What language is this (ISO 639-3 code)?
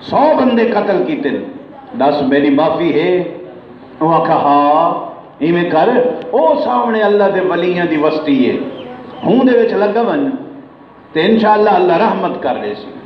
skr